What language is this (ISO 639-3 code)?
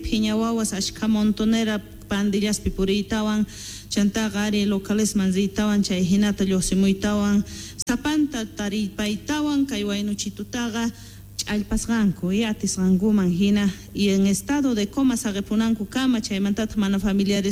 que